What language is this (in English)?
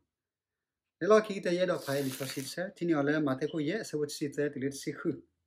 S'gaw Karen